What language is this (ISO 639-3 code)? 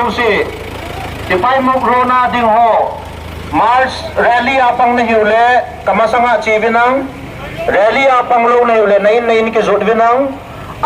pck